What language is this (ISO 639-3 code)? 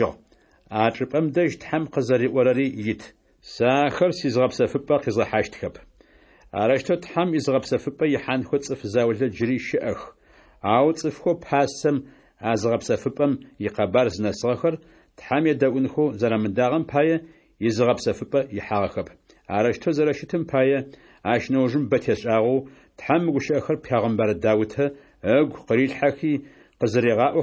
ady